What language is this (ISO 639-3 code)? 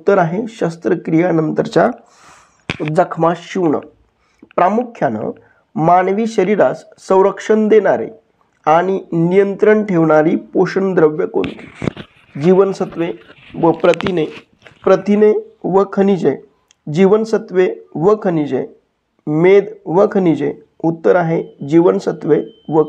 mar